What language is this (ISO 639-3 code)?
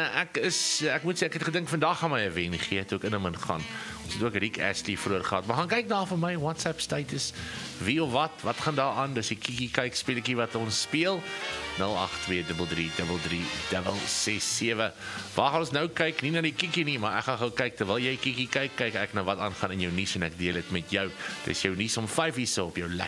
afr